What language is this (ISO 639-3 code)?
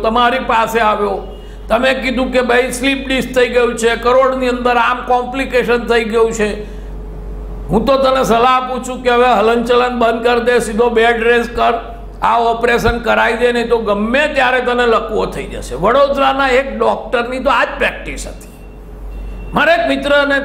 guj